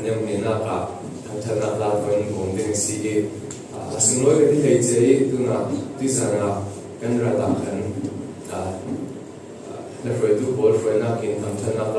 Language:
Falam Chin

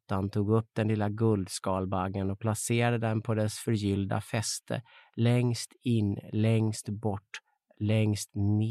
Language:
Swedish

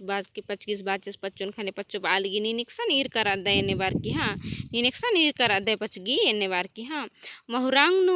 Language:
Kurukh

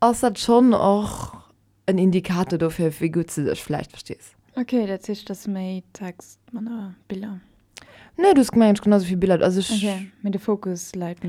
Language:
Luxembourgish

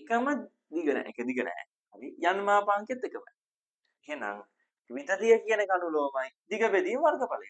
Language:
Sinhala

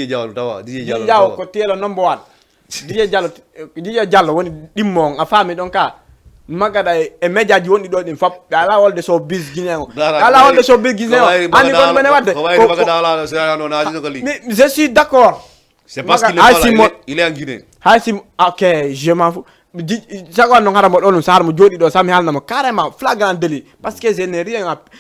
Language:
Fula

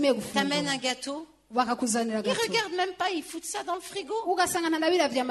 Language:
Kinyarwanda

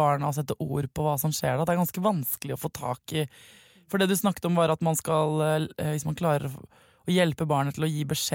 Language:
Norwegian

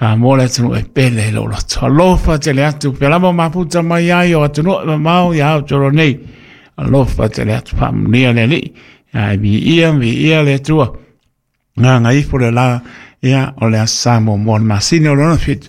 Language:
Samoan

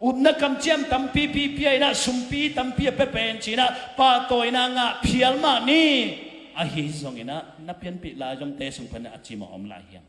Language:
Tedim Chin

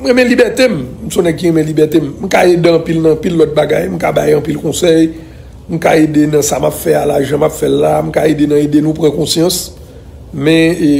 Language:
Haitian Creole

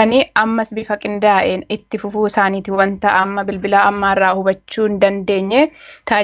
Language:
Oromo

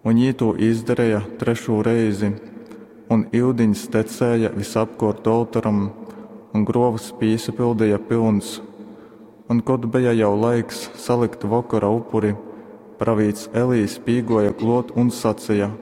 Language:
Latgalian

